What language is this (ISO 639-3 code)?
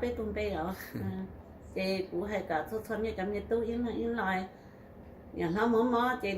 hmn